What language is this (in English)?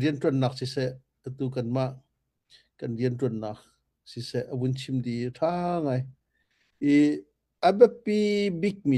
Hakha Chin